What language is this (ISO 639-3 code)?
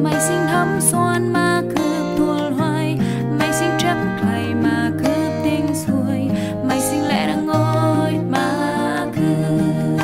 cmo